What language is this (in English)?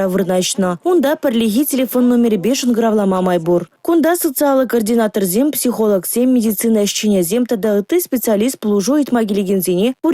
Chuvash